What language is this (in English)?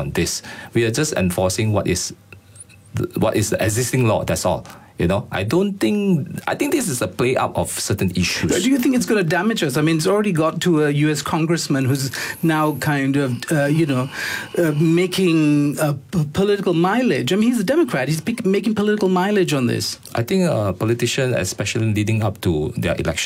English